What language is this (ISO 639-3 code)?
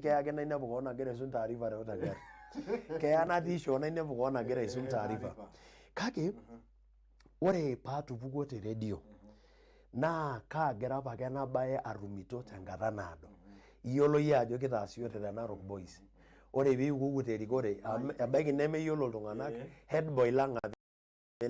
mas